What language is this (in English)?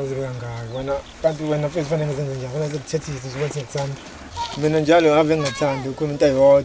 Zulu